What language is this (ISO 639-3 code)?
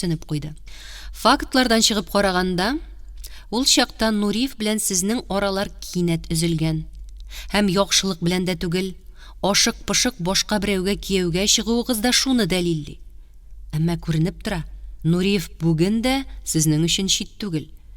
tat